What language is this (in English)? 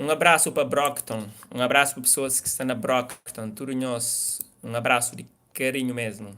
Kabuverdianu